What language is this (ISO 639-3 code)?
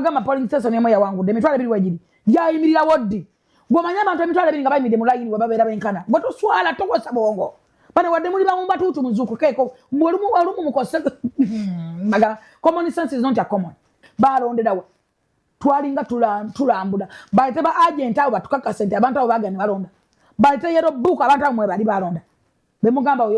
lug